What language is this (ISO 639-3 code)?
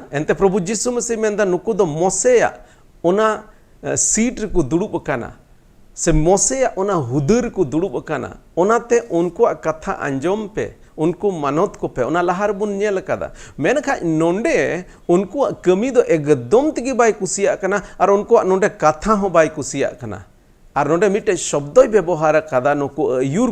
sat